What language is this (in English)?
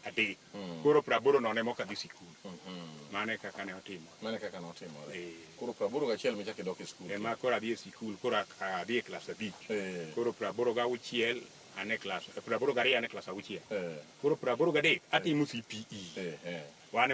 Luo (Kenya and Tanzania)